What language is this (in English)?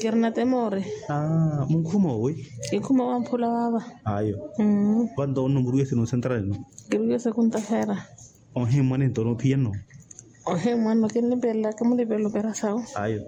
Makhuwa